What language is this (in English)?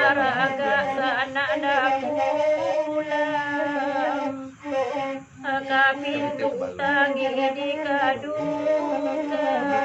Minangkabau